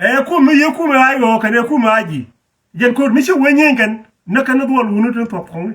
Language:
Nuer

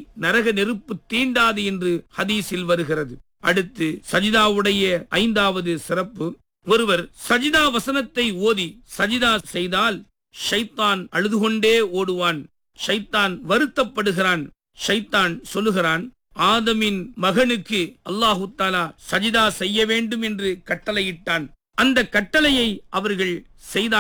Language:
Tamil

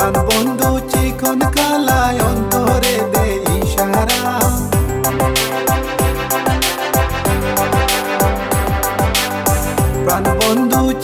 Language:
Bangla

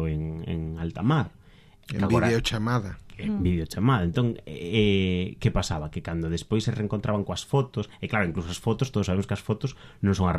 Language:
Galician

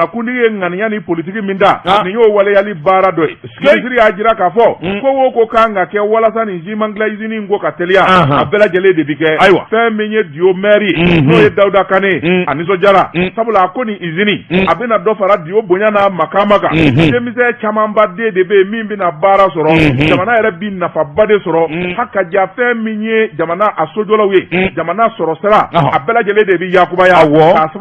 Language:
Bambara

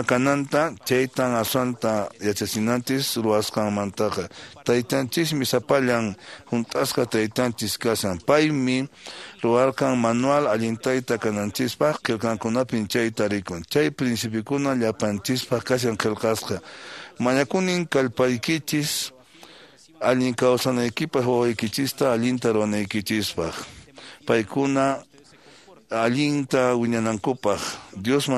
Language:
Quechua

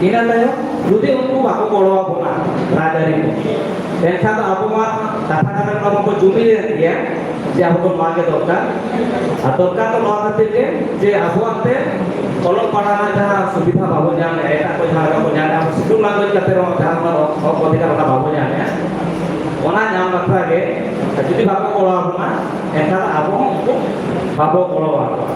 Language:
Santali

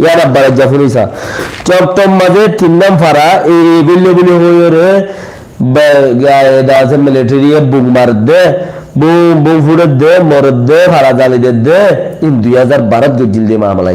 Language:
Rohingya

